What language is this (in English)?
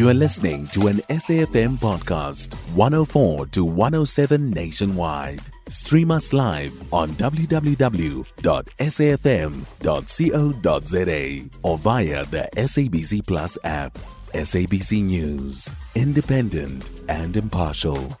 English